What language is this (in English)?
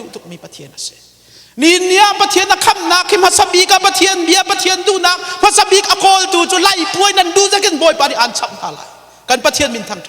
Hakha Chin